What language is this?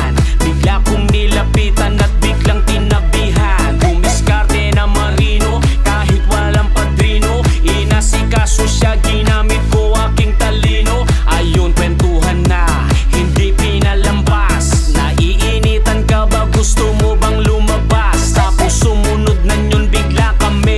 Filipino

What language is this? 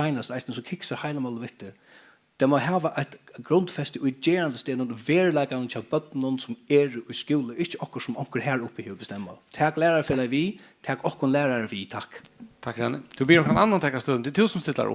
Faroese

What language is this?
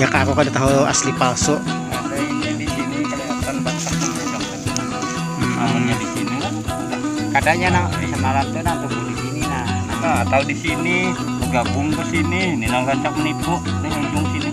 Banjar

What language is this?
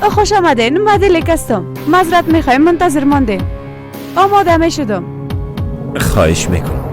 Persian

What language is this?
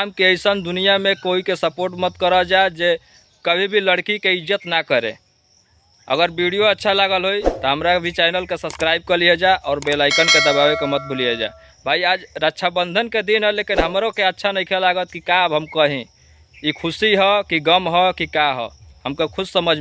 Bhojpuri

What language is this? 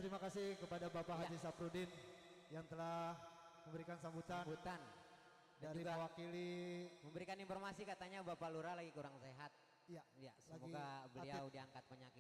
Betawi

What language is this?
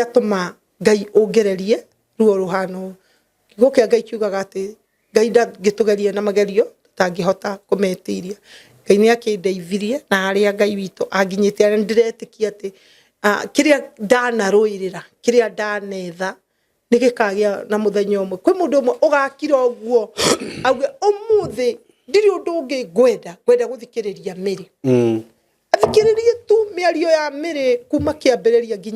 Kikuyu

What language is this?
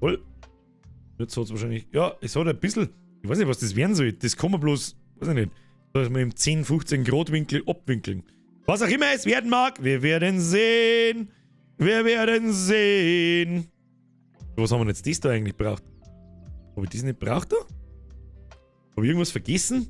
Bavarian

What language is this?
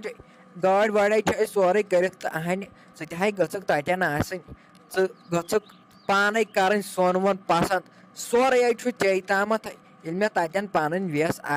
Kashmiri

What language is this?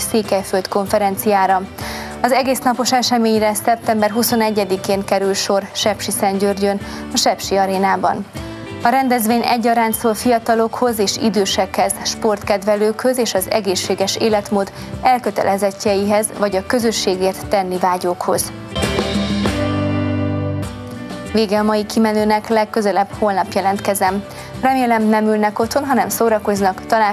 Hungarian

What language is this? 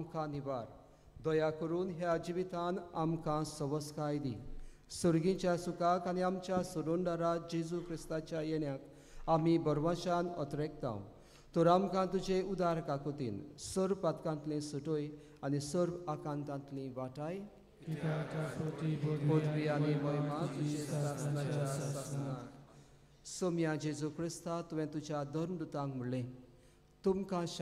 Konkani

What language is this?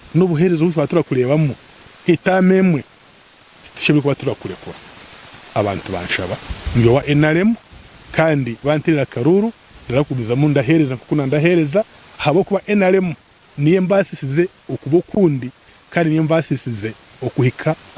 Nyankole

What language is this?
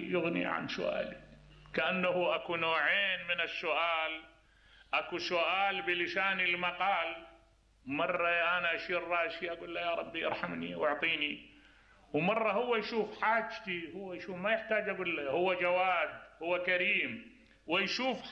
Mesopotamian Arabic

